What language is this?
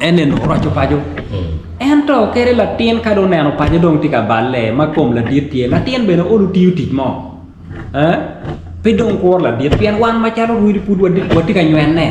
Acoli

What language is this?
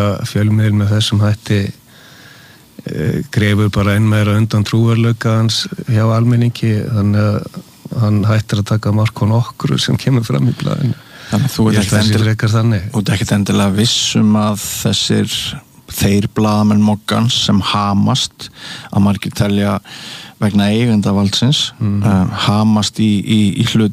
Icelandic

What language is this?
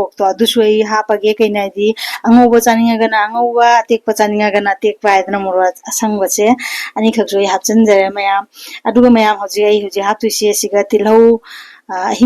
Manipuri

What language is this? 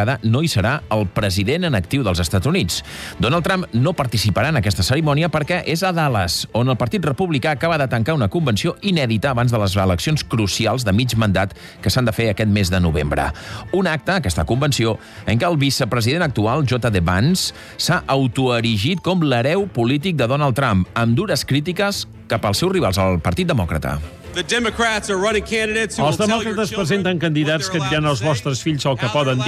Catalan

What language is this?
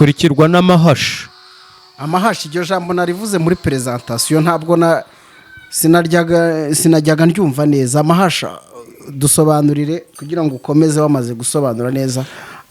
Kinyarwanda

